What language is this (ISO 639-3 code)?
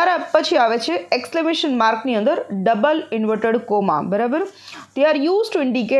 guj